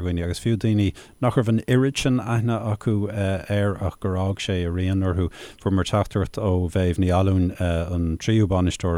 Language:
Irish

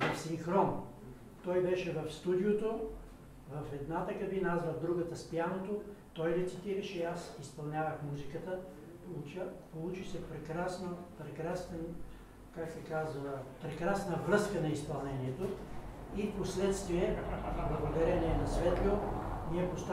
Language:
Bulgarian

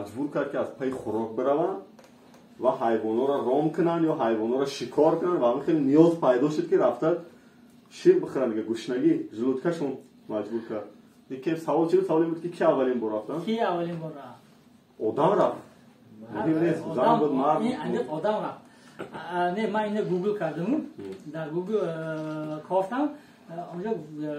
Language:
Tajik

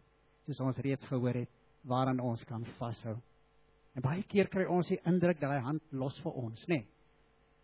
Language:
Afrikaans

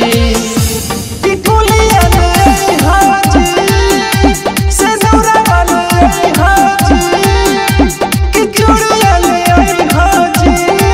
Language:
Bhojpuri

